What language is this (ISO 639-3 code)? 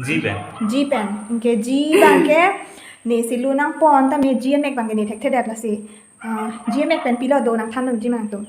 mjw